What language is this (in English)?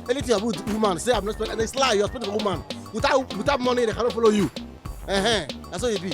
Nigerian Pidgin